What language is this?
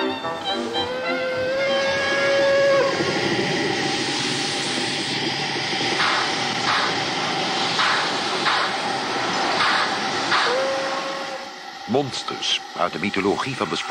Dutch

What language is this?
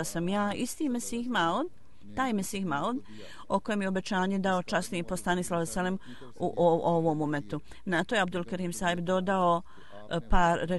Bosnian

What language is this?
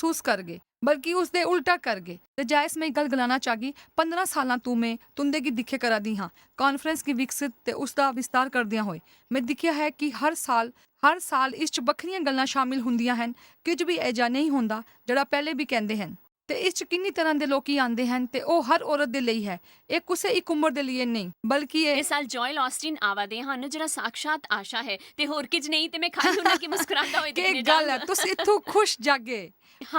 Dogri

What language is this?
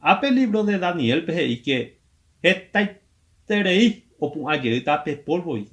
Guarani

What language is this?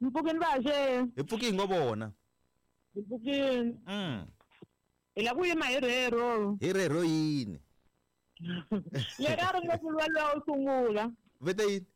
Tsonga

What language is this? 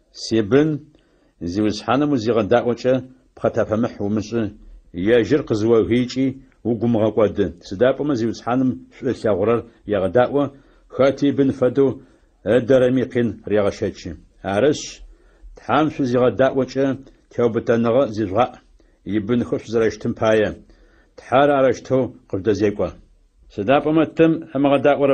Adyghe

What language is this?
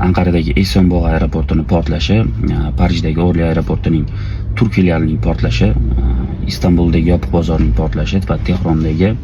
Uzbek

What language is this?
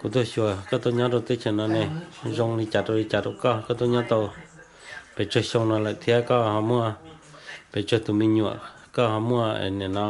Hmong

